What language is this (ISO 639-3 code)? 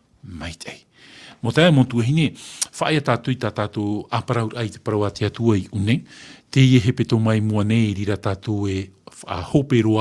tah